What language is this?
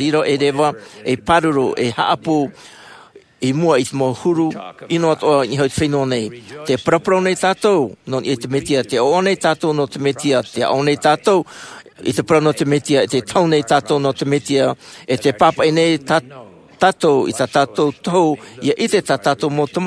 Tahitian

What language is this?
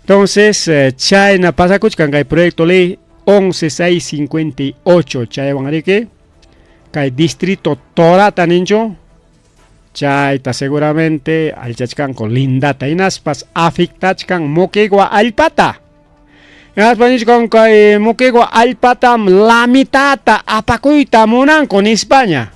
Ayacucho Quechua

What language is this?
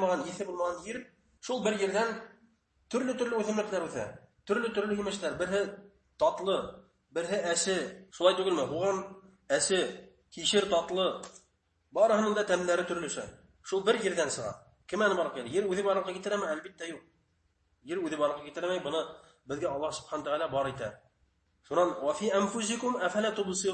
Bashkir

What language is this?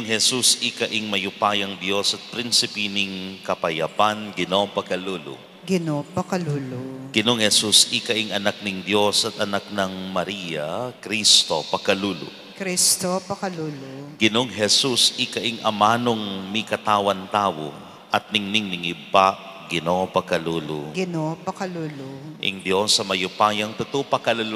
Pampanga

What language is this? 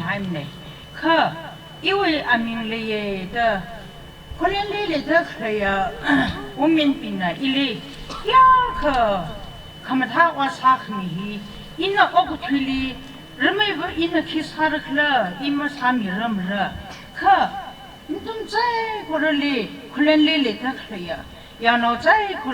Tangkhul Naga (India)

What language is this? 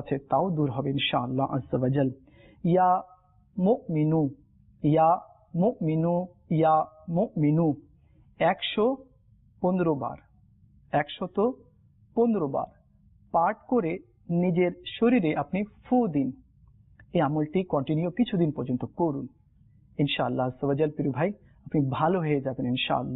Bangla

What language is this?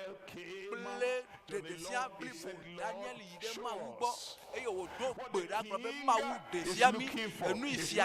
Ewe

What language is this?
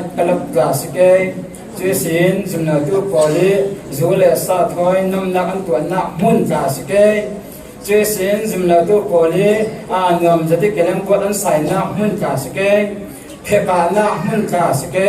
Falam Chin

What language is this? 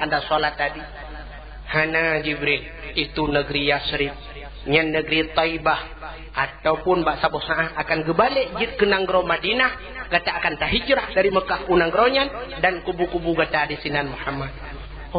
Achinese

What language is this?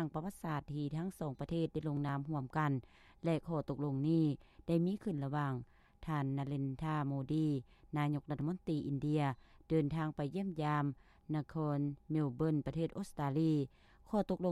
Lao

